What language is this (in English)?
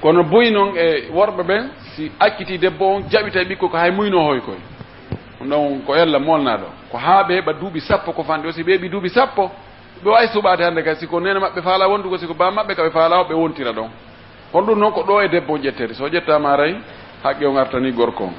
Pular